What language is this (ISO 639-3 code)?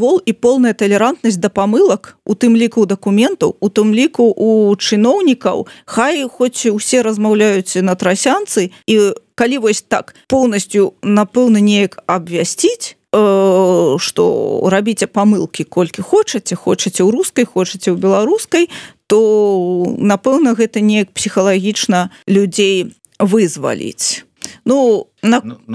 bel